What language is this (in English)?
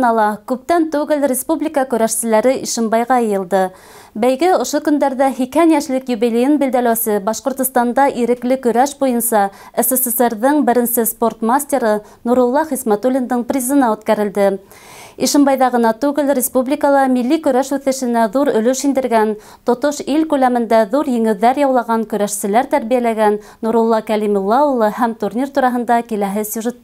Bashkir